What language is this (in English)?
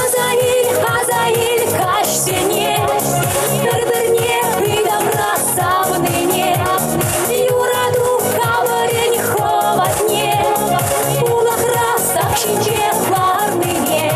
Chuvash